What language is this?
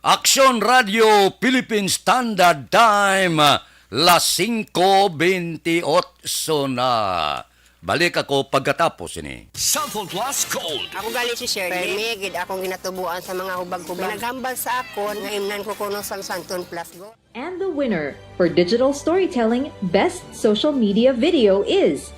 Hiligaynon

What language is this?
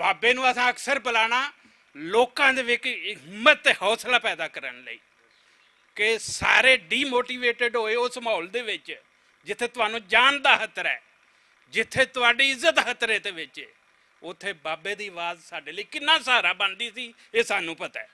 Western Panjabi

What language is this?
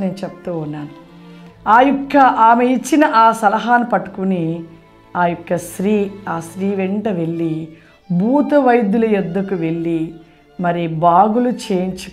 Telugu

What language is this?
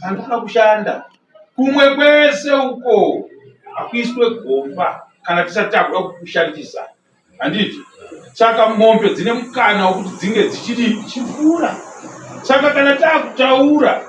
Shona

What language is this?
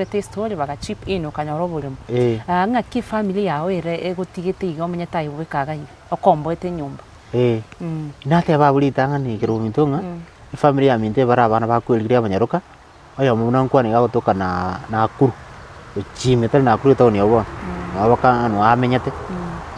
Gusii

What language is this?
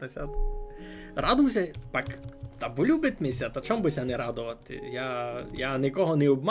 Rusyn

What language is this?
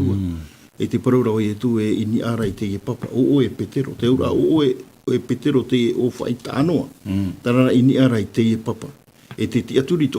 Tahitian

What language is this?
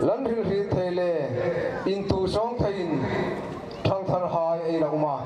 Hmar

